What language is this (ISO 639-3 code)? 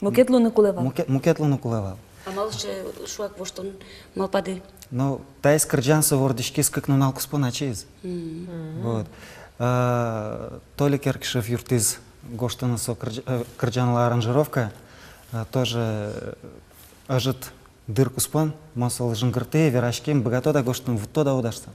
udm